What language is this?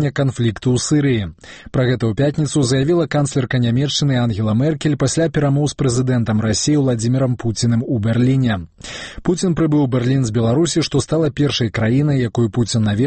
Belarusian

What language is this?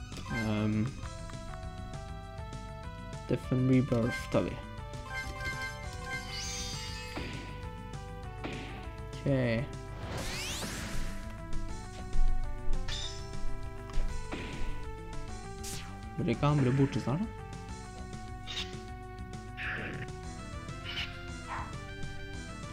Norwegian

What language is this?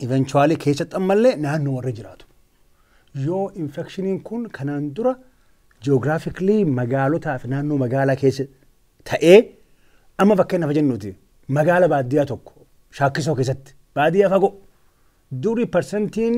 Oromo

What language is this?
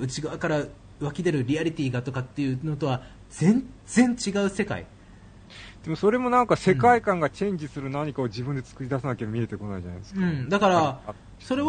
Japanese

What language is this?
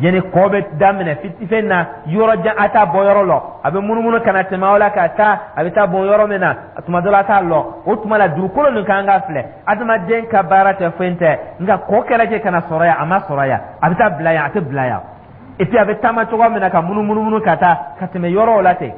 Dyula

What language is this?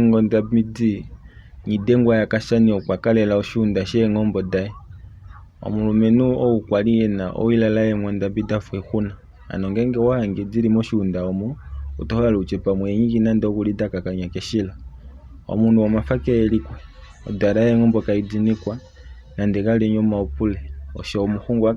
Kuanyama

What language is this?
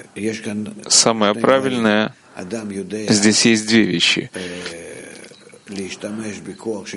Russian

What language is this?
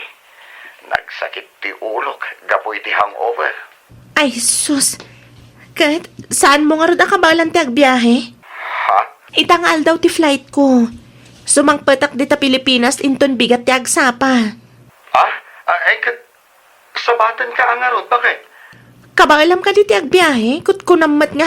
Iloko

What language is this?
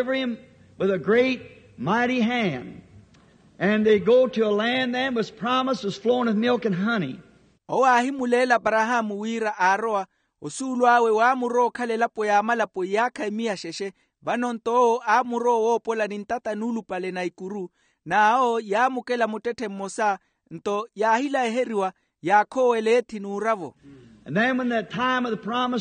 Makhuwa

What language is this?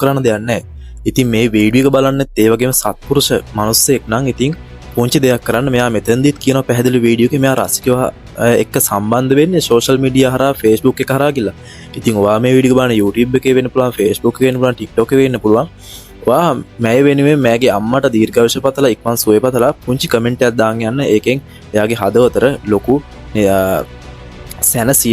Sinhala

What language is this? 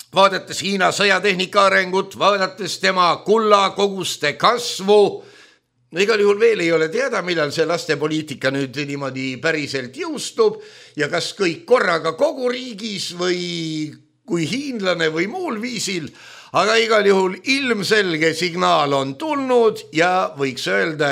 Estonian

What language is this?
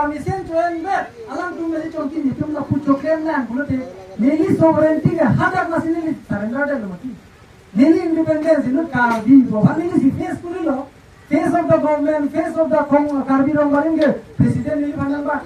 Karbi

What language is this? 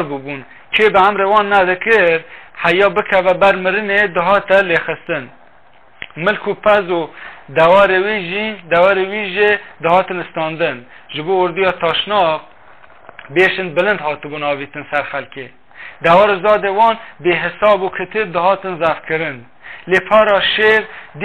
Kurdish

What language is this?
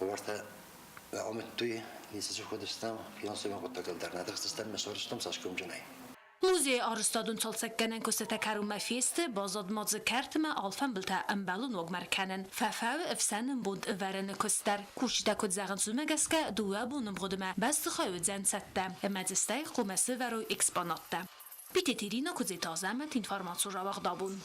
Ossetic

